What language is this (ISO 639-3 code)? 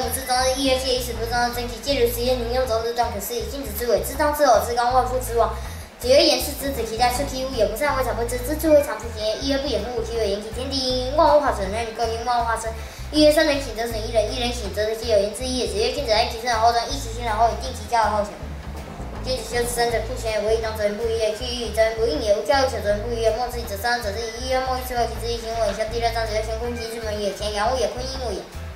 lzh